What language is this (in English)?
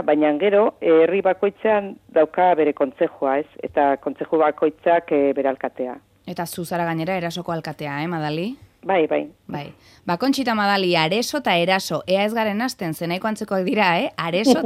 Basque